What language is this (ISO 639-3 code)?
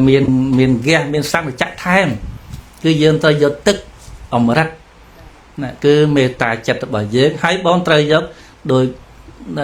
khm